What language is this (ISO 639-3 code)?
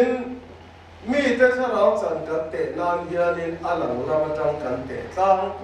lus